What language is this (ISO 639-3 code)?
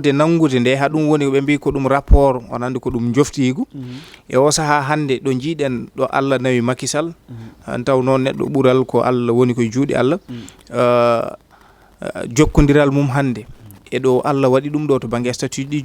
ful